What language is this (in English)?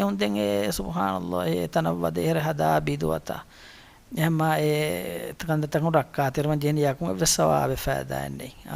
Divehi